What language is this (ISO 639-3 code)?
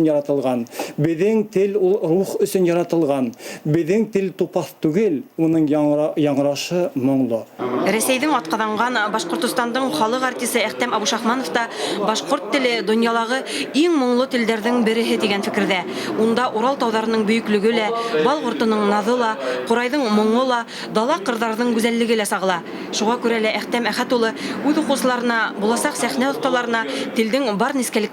bak